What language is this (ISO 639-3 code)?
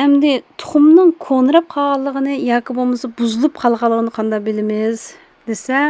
uig